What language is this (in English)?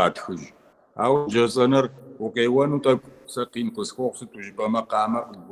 Kabardian